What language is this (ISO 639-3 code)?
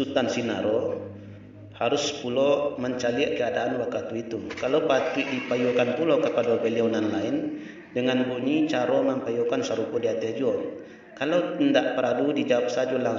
min